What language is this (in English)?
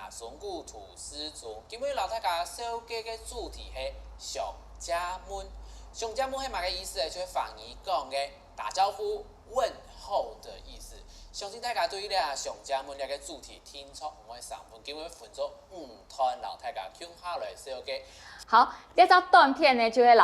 Hakka Chinese